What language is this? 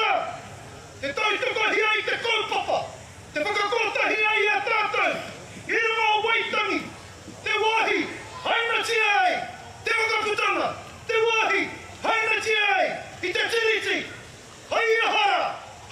Māori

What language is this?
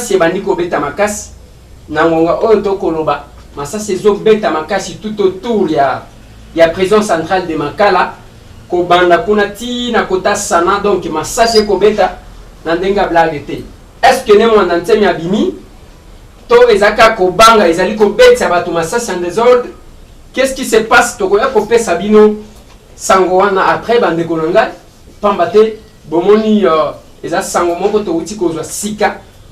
Lingala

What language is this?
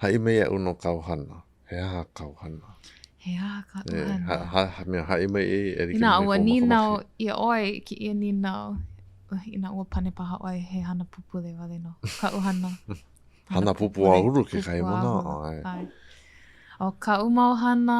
Hawaiian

